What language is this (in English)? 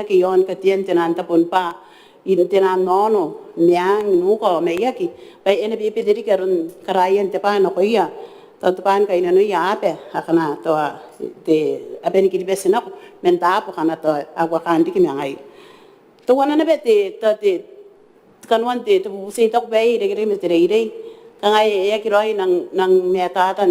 Gilbertese